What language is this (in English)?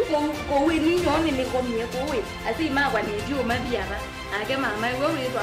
Kamba